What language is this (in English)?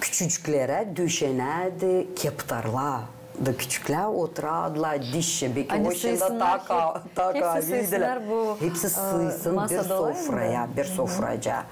Gagauz